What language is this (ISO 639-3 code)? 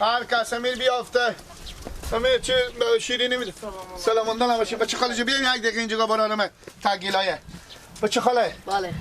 fas